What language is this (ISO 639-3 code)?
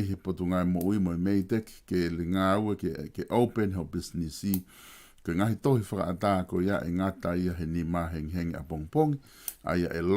ton